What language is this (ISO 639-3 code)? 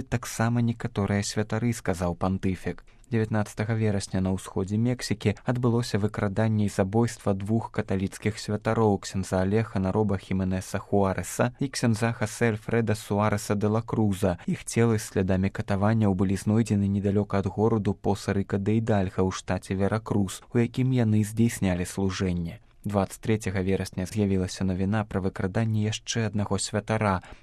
bel